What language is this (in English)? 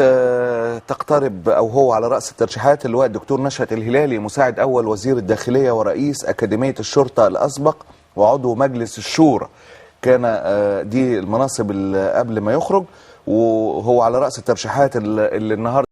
Egyptian Arabic